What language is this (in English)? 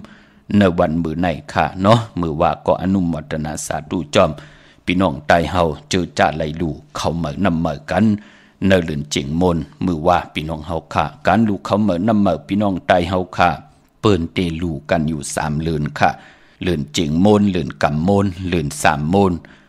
Shan